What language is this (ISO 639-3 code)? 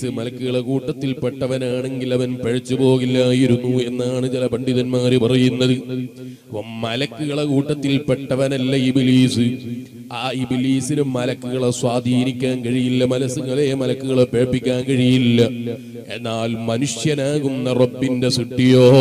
mal